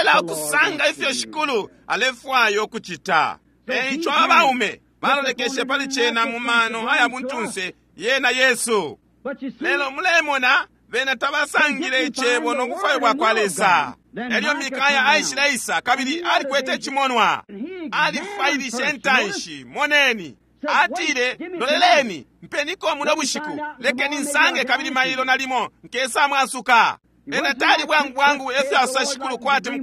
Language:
Bemba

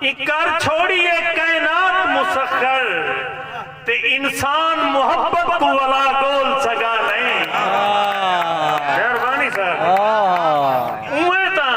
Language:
Saraiki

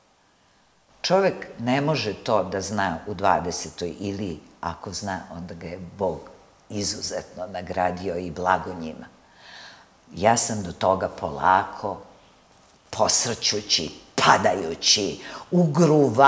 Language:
Serbian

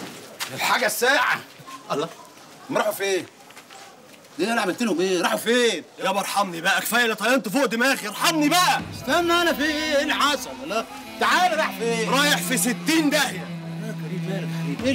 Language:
Egyptian Arabic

